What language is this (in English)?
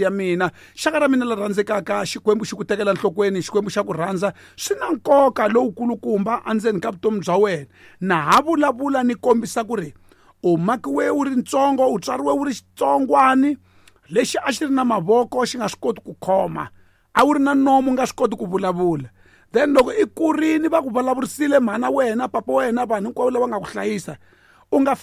Tsonga